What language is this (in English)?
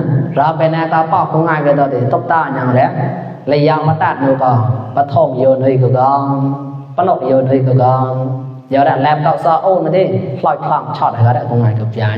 Mon